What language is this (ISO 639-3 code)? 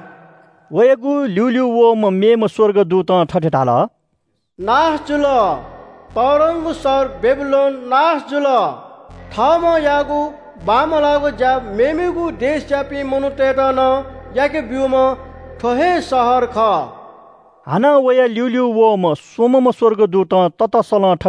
new